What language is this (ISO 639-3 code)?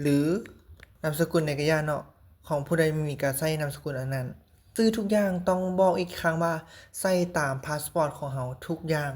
lao